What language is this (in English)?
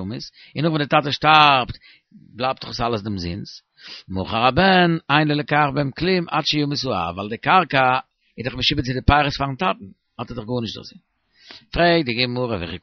Yiddish